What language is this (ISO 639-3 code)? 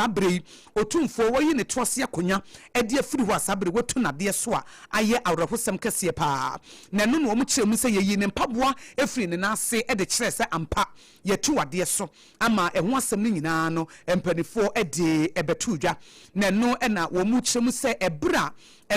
aka